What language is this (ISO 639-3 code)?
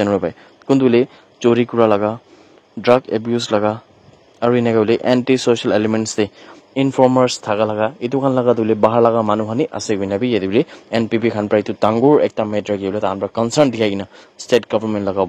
nag